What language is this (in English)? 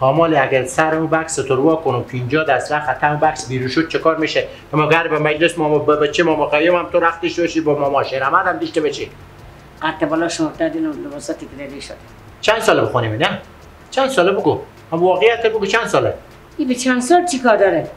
Persian